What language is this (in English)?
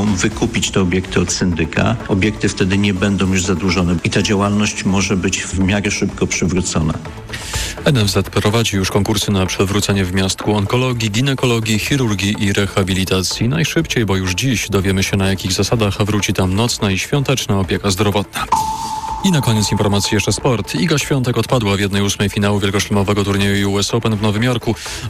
Polish